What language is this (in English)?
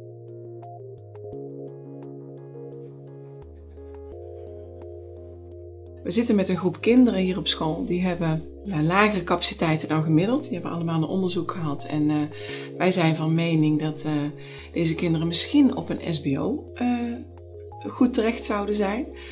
Dutch